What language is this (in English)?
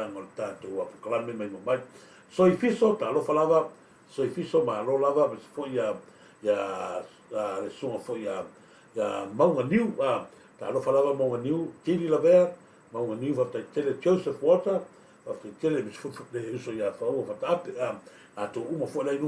Samoan